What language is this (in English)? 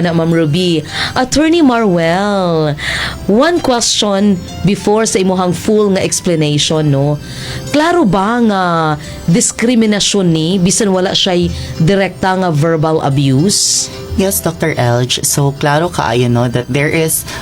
Cebuano